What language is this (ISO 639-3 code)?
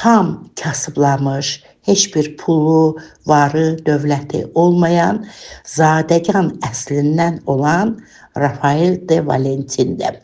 aze